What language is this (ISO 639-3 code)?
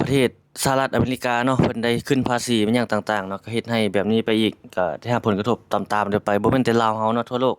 lao